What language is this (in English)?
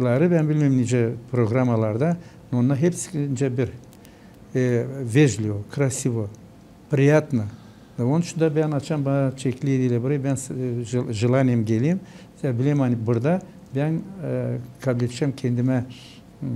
Gagauz